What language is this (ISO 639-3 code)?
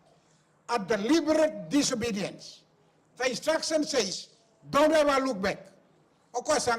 fij